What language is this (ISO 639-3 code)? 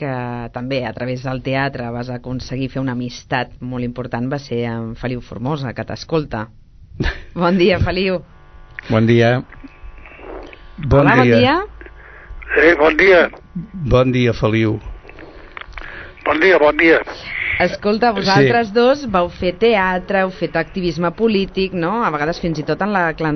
cat